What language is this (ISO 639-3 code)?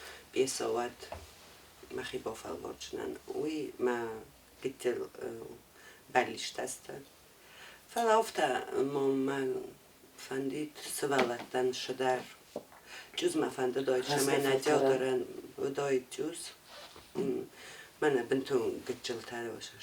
oss